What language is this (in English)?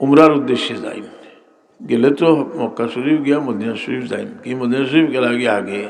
Sylheti